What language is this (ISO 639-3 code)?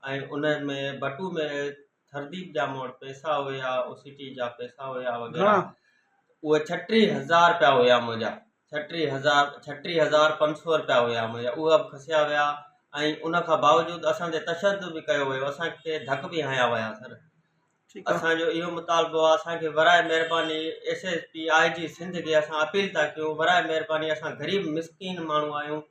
snd